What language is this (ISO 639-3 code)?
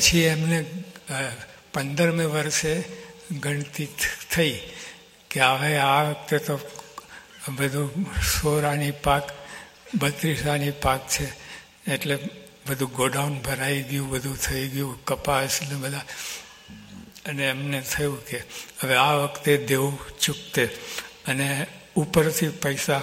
guj